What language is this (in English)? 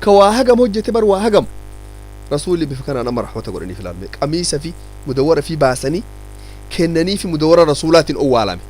Oromo